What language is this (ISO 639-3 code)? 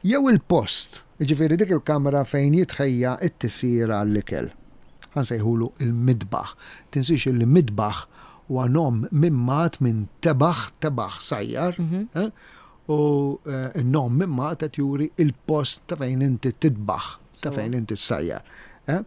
mlt